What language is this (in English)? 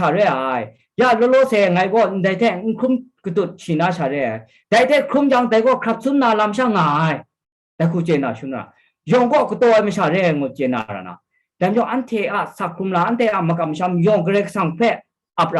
Kachin